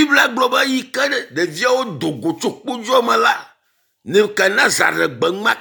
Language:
Ewe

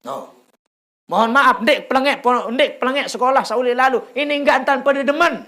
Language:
Sasak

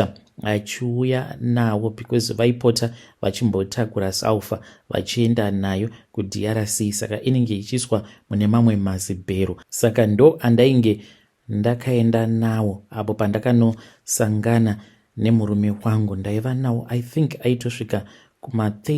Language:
Shona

